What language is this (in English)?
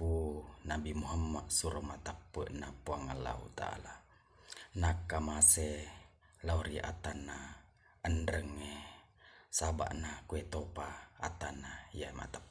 Buginese